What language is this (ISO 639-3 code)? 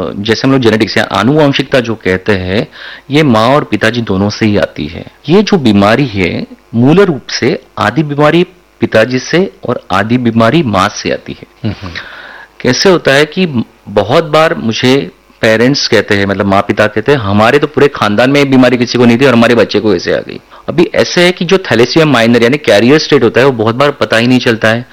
hin